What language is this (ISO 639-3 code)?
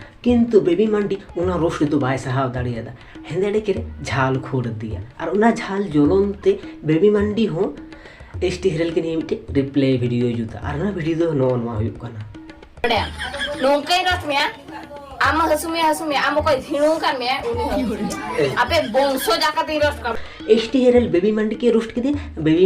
sat